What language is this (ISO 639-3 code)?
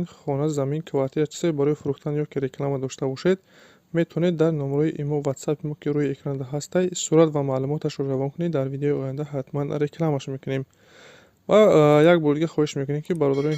tgk